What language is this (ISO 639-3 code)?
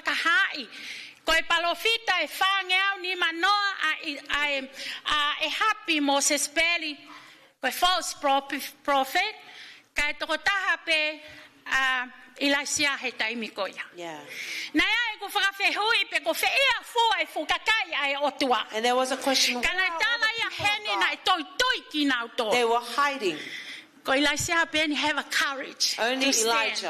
ton